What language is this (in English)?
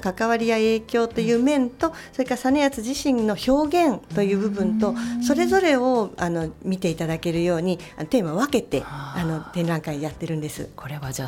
Japanese